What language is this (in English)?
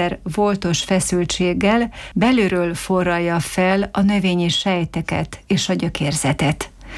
Hungarian